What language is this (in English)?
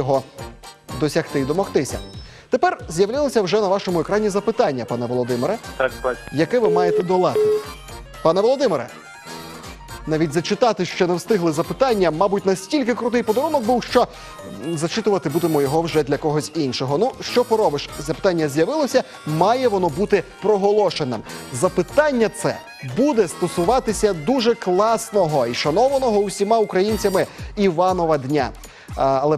Ukrainian